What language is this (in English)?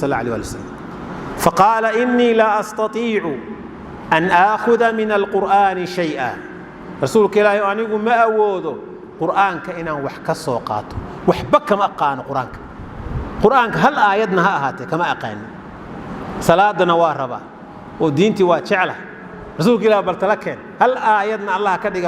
Somali